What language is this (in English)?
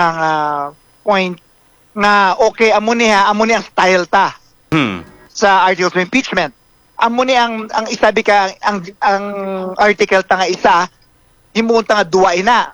Hiligaynon